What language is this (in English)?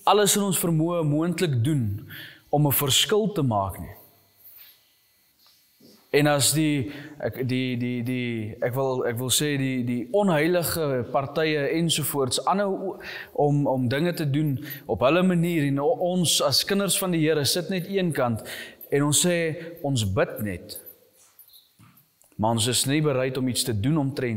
Afrikaans